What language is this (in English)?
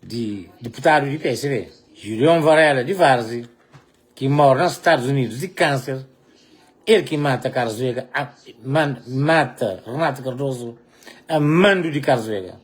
Kabuverdianu